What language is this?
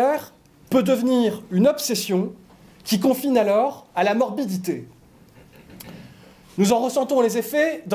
French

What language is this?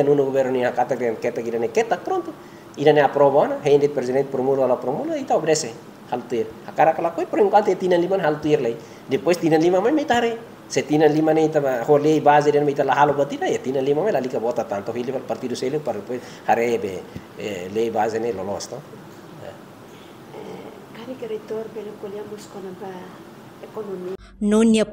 Tetum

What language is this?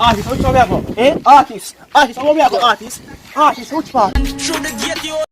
Jamaican Creole English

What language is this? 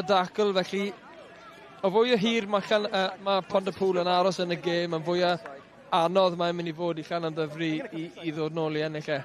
Welsh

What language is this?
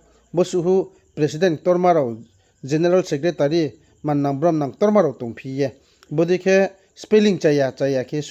Riang (India)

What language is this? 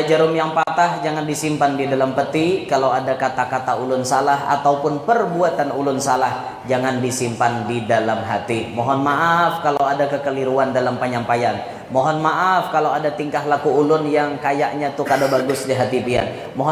Banjar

